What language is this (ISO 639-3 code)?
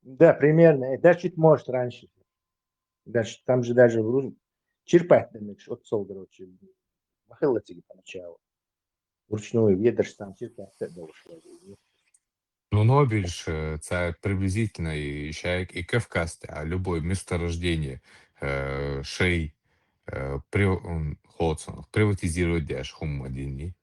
che